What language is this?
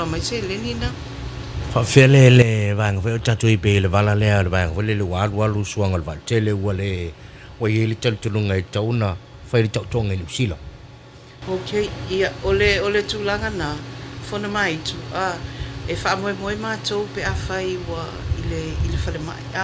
Samoan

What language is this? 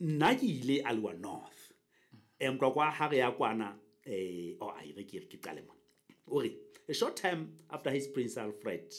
Southern Sotho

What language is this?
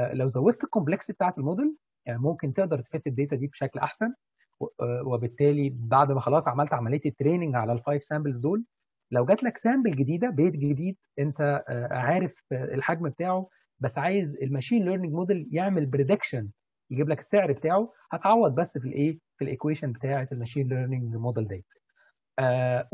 Egyptian Arabic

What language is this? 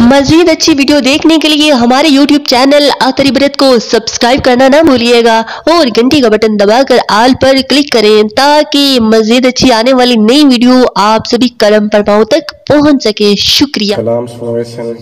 Saraiki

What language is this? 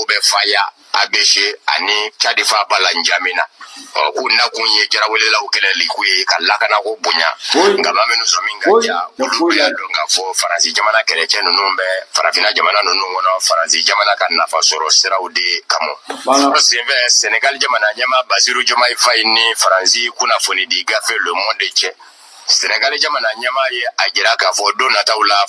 Bambara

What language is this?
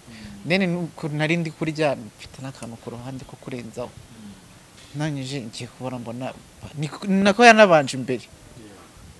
Kinyarwanda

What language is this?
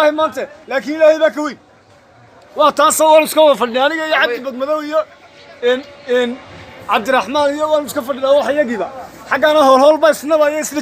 Somali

